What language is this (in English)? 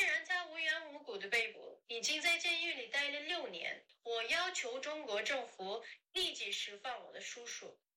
Uyghur